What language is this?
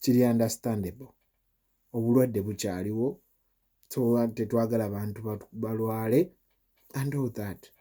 Ganda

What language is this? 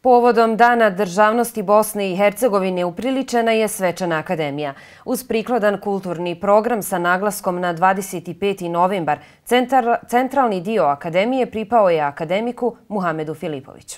Bosnian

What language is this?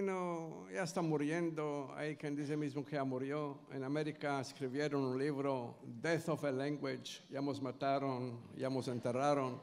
Ladino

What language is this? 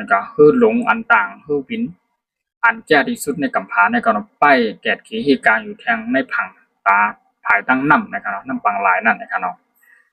Shan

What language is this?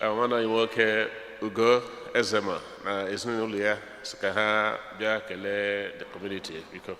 Igbo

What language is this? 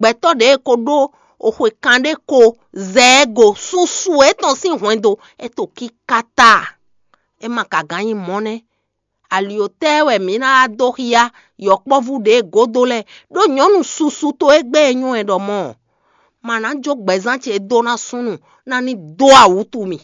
Fon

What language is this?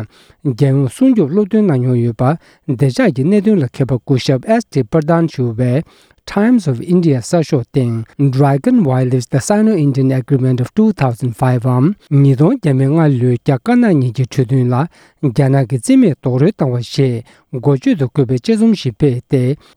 Tibetan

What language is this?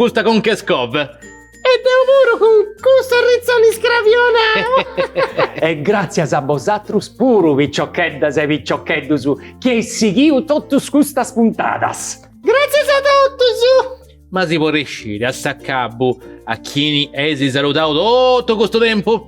Sardinian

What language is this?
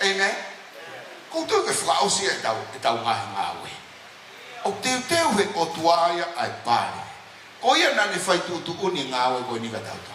Tongan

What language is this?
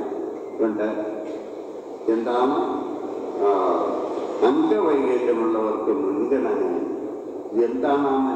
Malayalam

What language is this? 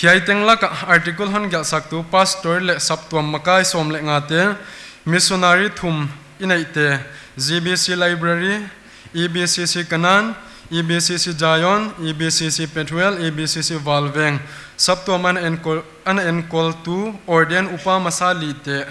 Paite Chin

